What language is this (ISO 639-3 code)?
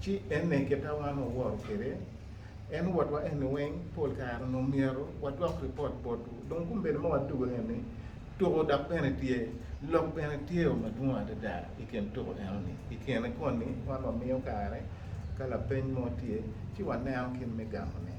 ach